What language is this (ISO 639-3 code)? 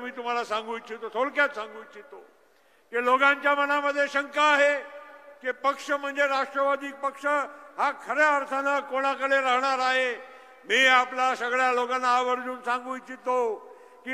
mar